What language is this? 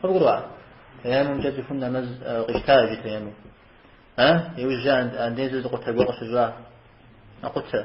Kabardian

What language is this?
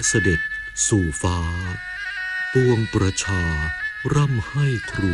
Thai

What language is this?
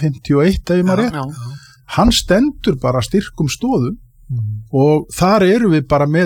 Icelandic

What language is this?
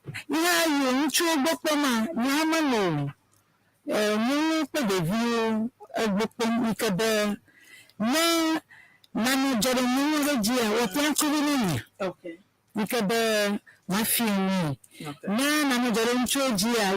Ewe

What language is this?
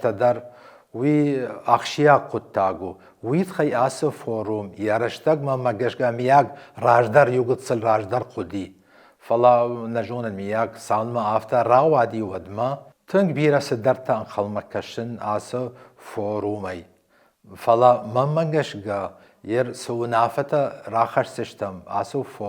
Ossetic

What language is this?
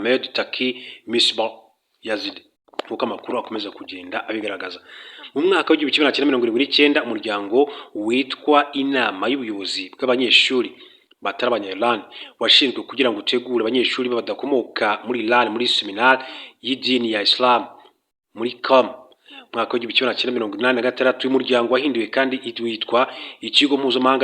Kinyarwanda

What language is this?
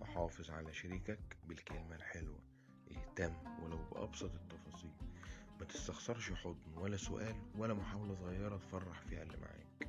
Egyptian Arabic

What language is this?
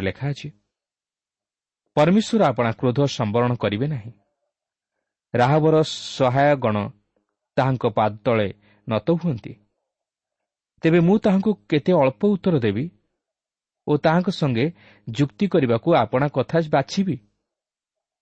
Odia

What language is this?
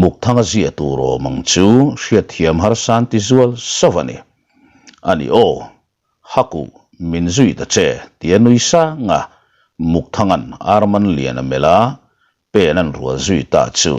Mizo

